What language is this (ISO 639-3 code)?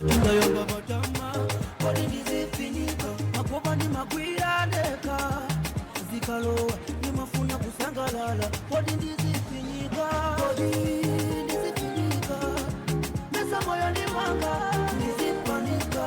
nya